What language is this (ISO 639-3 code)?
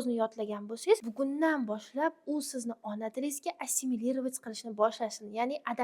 uzb